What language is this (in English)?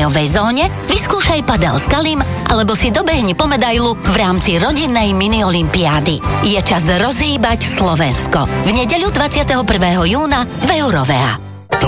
Slovak